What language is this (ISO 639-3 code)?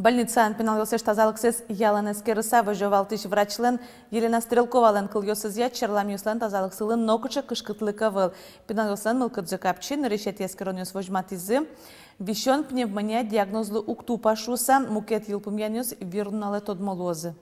udm